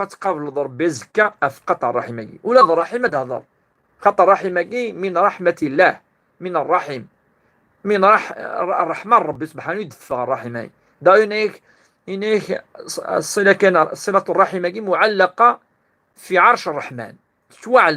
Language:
Kabyle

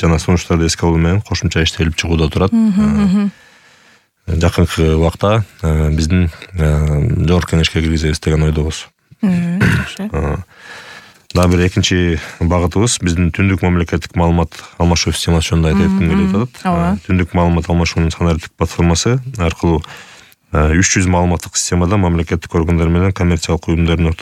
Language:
Kyrgyz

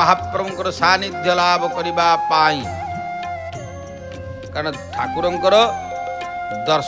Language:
Odia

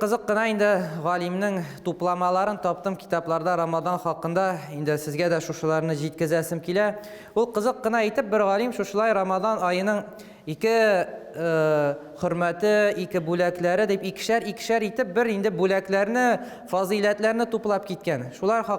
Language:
Tatar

